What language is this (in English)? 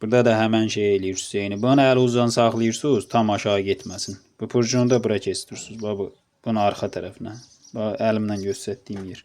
Azerbaijani